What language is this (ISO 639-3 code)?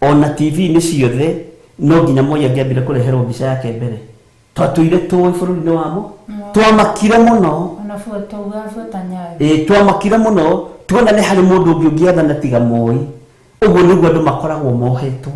kik